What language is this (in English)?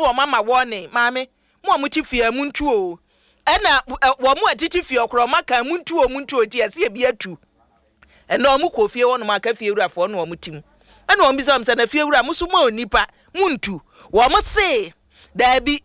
Akan